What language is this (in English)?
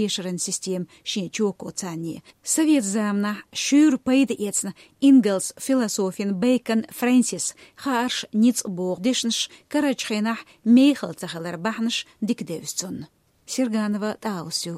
Chechen